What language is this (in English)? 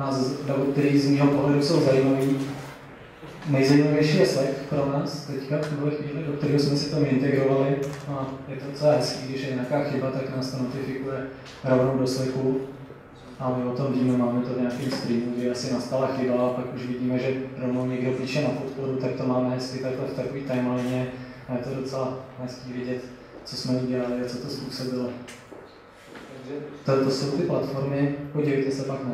Czech